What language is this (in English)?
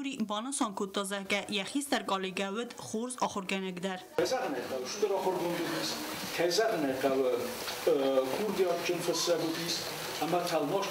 Ossetic